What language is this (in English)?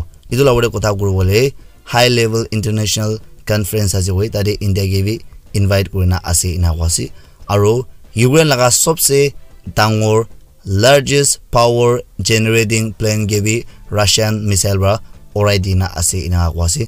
Naga Pidgin